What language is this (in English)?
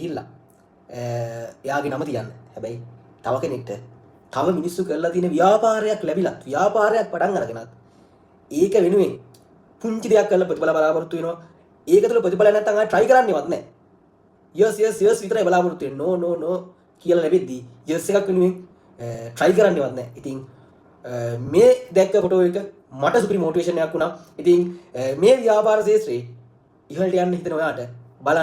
Sinhala